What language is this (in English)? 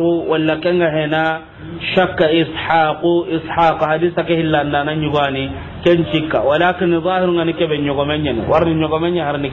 Soninke